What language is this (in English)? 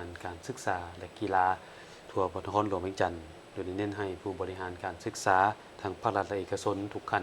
Lao